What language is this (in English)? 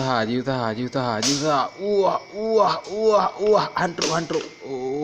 Achinese